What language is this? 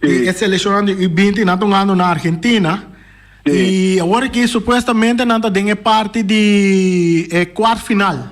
Papiamento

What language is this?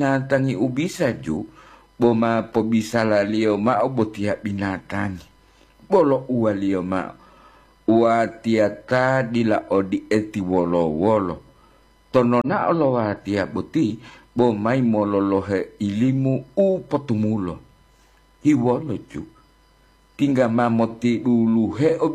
Gorontalo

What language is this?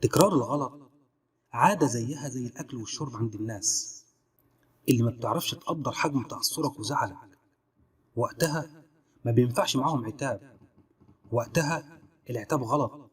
Egyptian Arabic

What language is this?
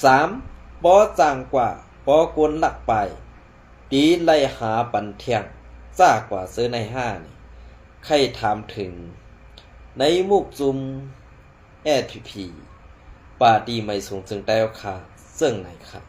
Shan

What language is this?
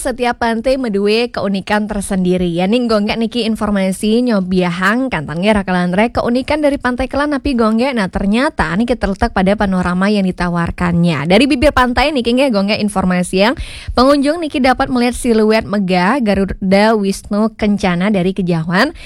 Balinese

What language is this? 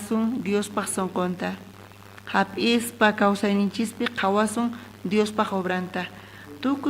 South Bolivian Quechua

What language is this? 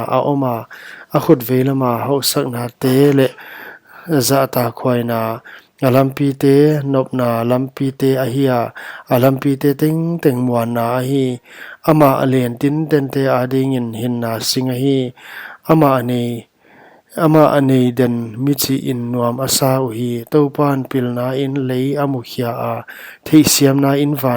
Paite Chin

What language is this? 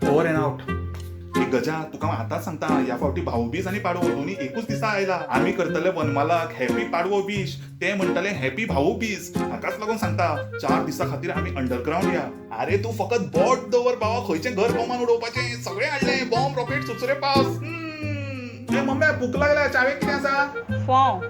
Konkani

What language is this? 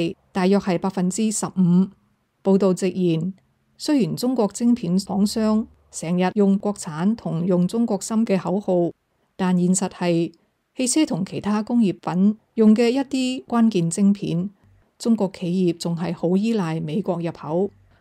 Cantonese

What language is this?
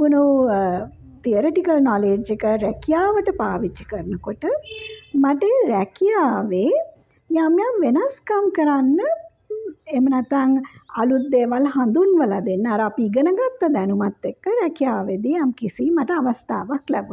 Sinhala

